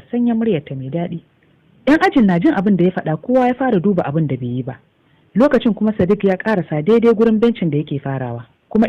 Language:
Hausa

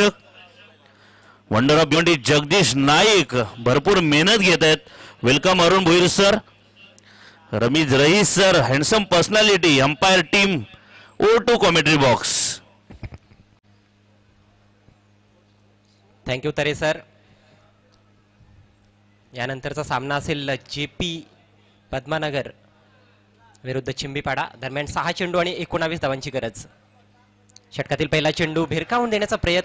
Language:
Marathi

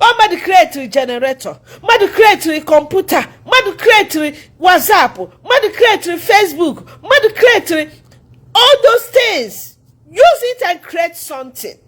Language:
Igbo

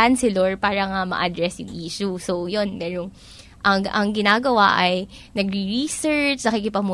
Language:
Filipino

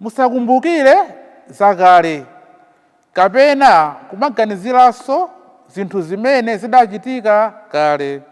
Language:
Nyanja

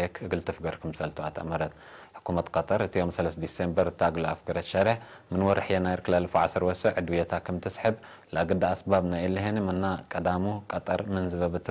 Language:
Tigre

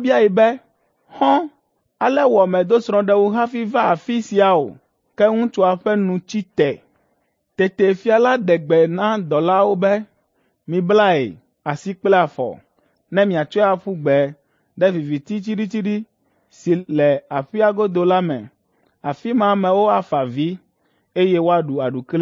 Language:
Ewe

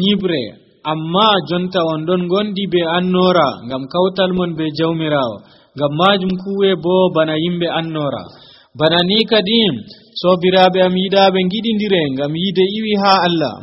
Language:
Nigerian Fulfulde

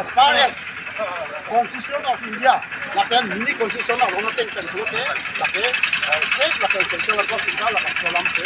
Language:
Karbi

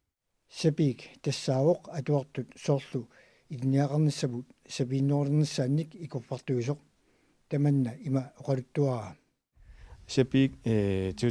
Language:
Kalaallisut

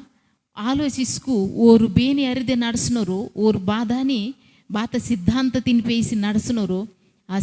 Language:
Koya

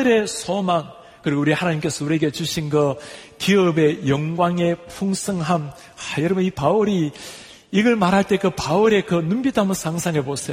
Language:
Korean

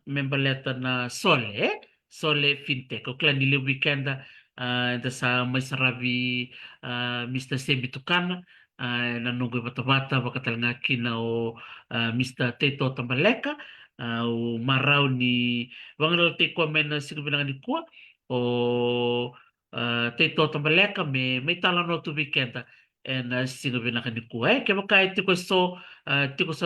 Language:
Fijian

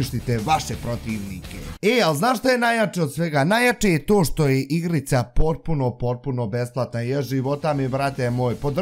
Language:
Bosnian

